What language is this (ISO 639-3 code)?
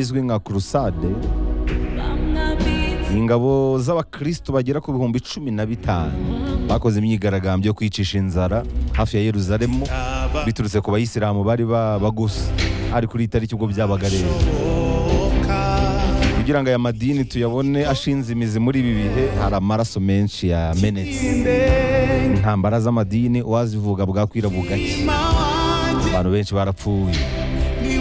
kin